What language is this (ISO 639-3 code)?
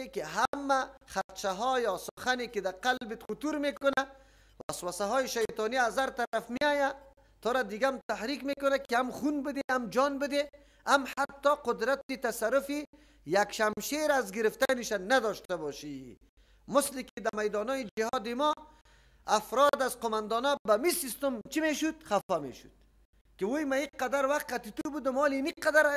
fas